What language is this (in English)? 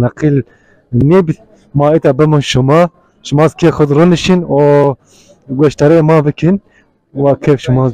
Zaza